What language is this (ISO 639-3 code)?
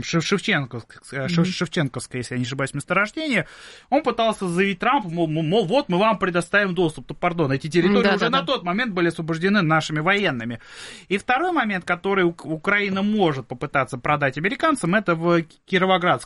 rus